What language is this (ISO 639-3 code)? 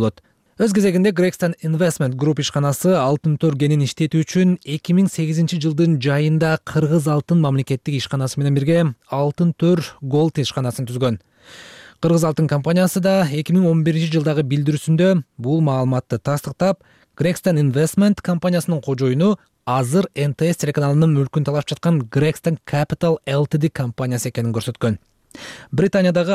kir